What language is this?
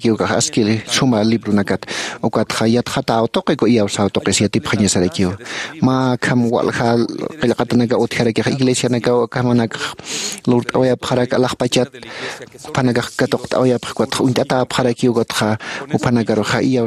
Aymara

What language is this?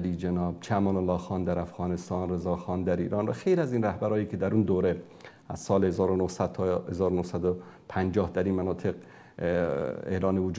Persian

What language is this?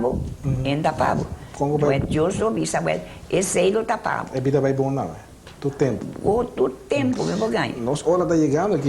Papiamento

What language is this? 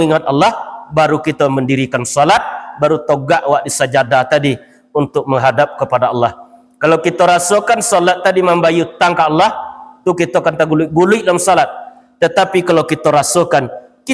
Minangkabau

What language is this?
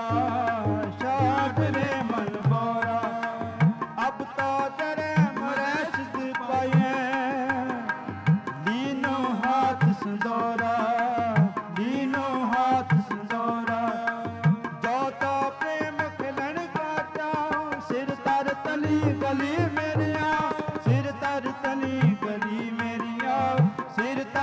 Punjabi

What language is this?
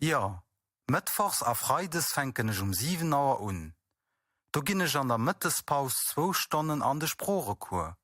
Luxembourgish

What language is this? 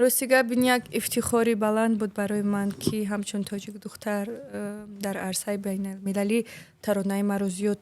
Tajik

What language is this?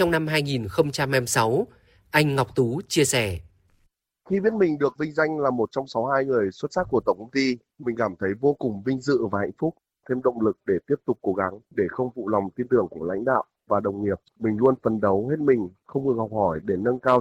Vietnamese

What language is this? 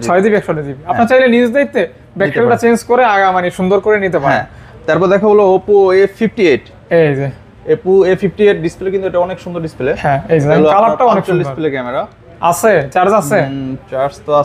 Bangla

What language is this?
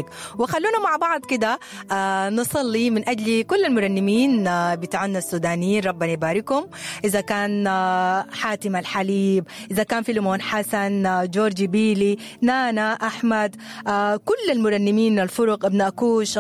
Sudanese Arabic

